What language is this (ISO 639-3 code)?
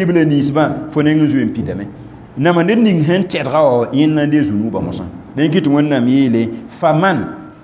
mos